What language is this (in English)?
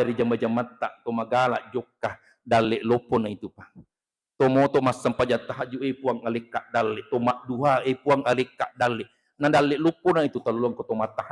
Buginese